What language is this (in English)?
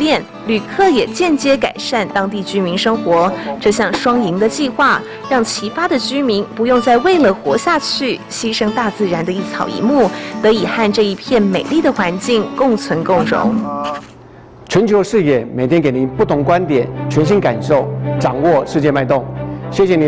Chinese